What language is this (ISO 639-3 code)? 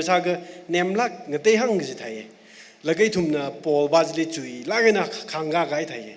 nmf